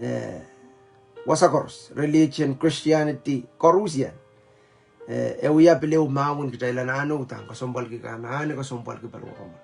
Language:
Pohnpeian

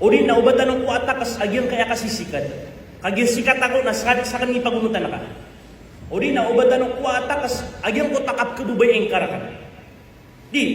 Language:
Maranao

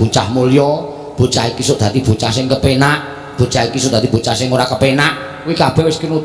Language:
Javanese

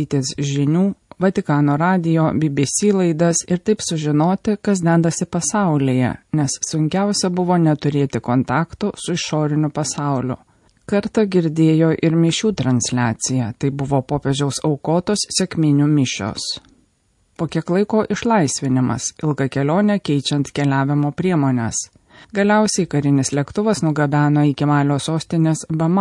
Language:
Lithuanian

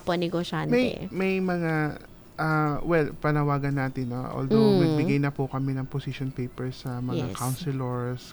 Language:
Filipino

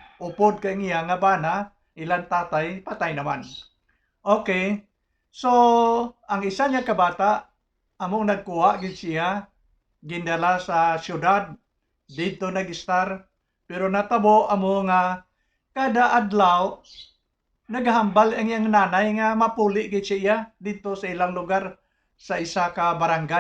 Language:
Hiligaynon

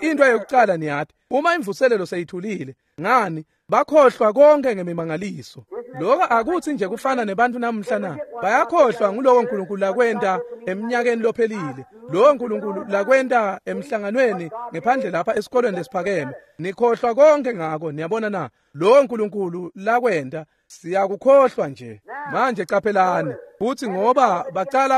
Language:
Swati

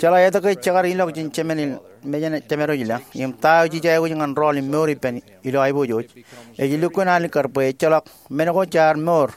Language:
Marshallese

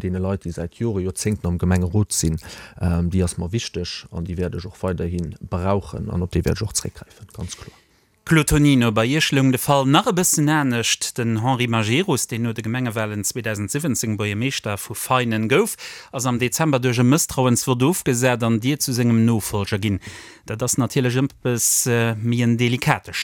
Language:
Luxembourgish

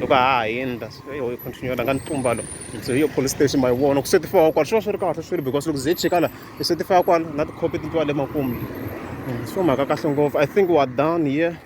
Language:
Tsonga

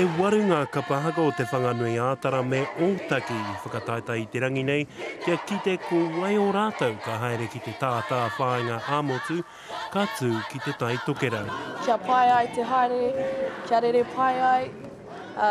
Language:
Māori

